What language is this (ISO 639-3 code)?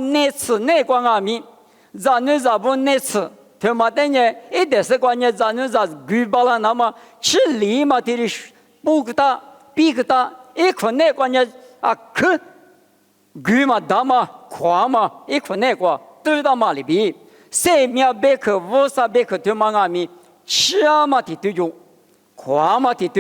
lis